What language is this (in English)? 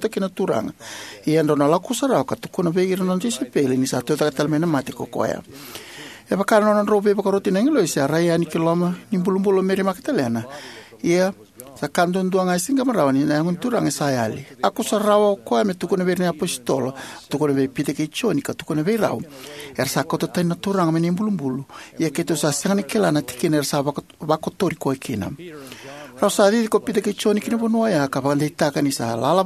Fijian